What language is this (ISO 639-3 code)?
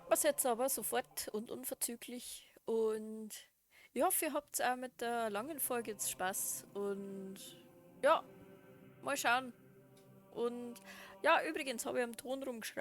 bar